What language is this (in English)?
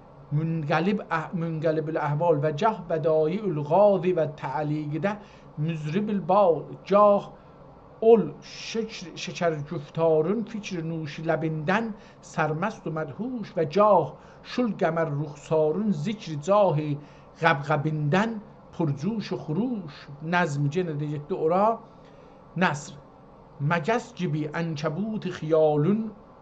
South Azerbaijani